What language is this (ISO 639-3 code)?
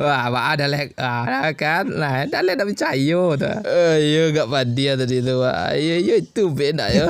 min